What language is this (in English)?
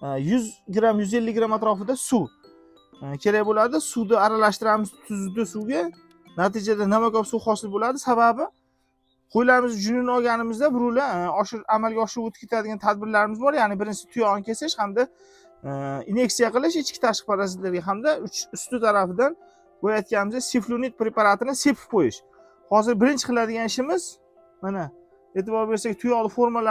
Uzbek